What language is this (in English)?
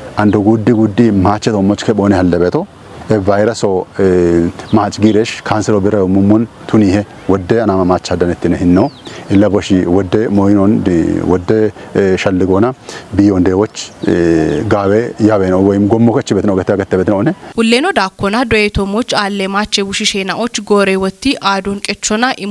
Kafa